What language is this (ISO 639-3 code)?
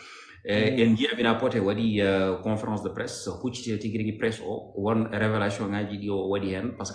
ful